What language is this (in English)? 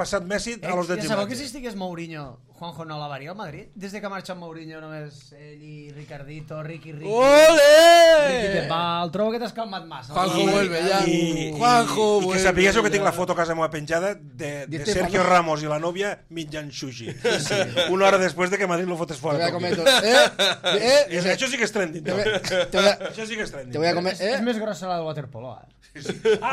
Catalan